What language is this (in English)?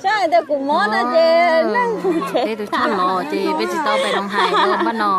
Hmong